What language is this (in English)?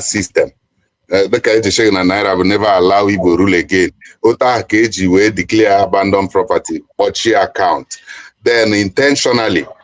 Igbo